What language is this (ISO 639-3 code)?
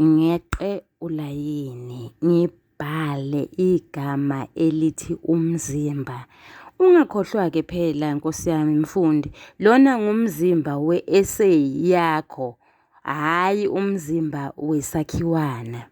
zul